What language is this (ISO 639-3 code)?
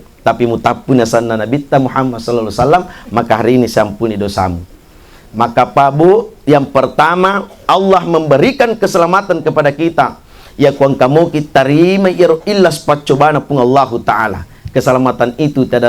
bug